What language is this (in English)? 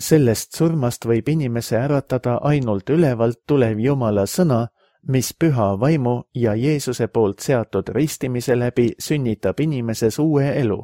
Estonian